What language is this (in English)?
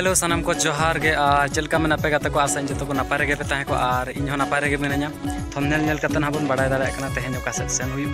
Santali